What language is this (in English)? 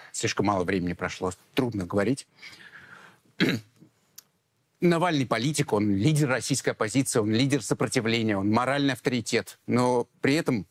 Russian